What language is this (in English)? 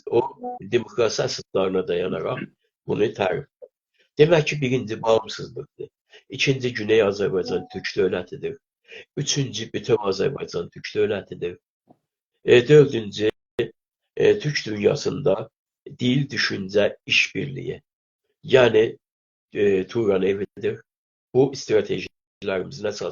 South Azerbaijani